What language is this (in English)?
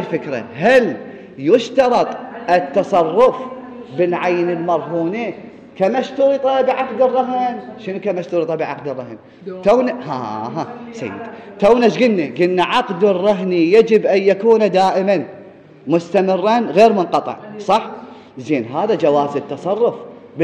Mesopotamian Arabic